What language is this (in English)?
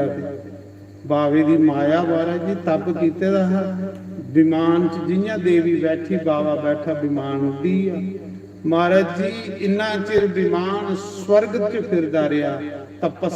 Dogri